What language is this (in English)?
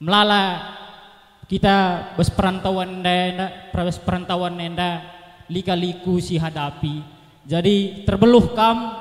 Batak Karo